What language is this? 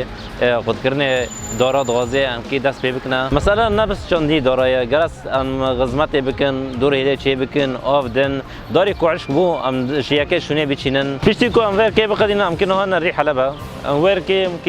Kurdish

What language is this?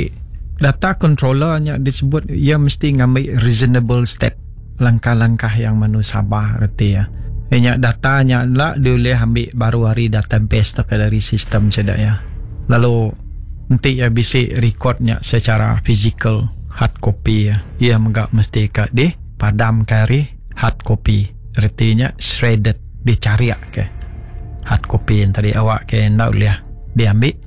Iban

